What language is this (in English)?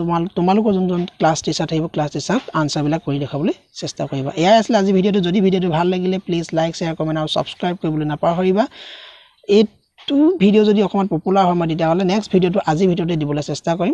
Assamese